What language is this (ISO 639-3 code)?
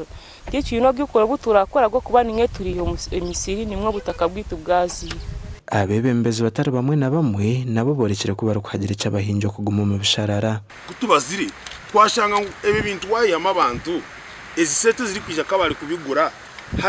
nyn